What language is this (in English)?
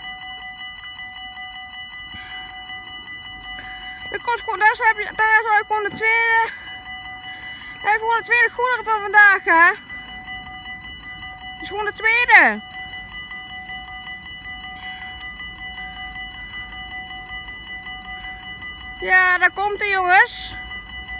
Dutch